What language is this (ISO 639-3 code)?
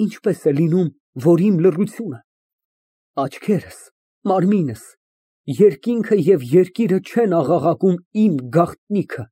hye